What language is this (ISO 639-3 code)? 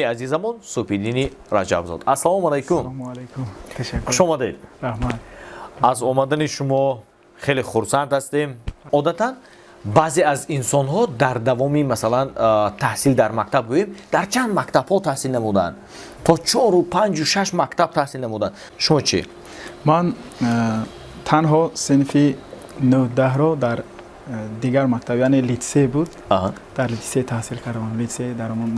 tgk